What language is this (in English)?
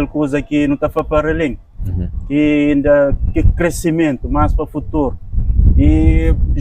Kabuverdianu